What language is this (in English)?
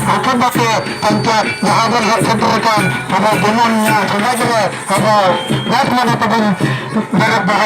Santali